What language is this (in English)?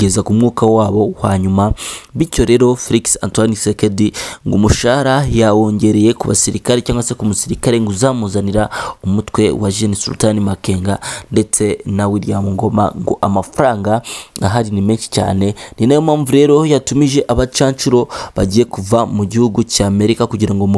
Kinyarwanda